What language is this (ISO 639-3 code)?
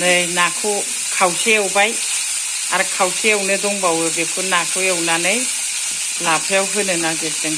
brx